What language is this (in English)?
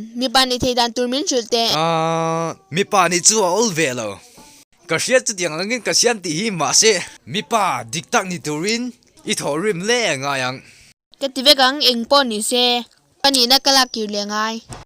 Mizo